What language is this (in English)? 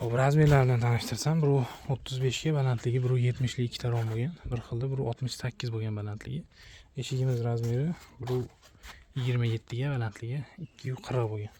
Uzbek